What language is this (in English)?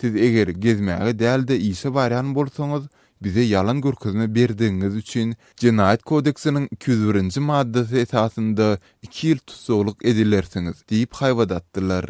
Turkmen